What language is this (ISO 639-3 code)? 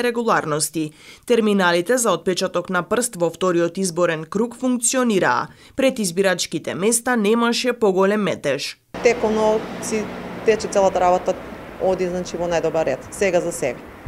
mkd